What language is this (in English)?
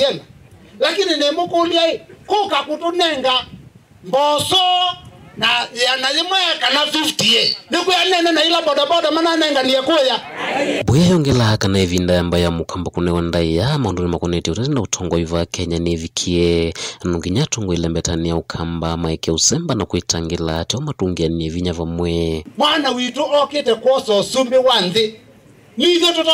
Kamba